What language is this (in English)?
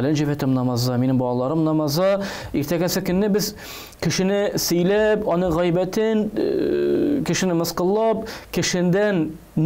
Tatar